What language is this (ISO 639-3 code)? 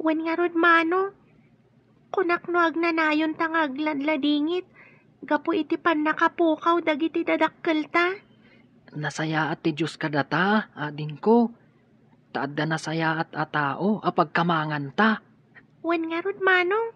ilo